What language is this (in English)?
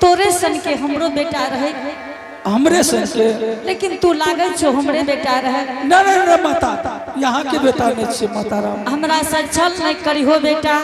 Angika